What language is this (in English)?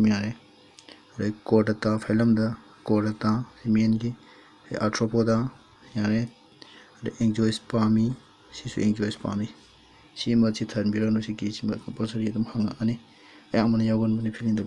Manipuri